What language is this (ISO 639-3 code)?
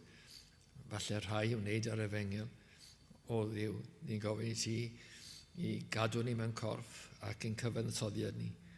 cym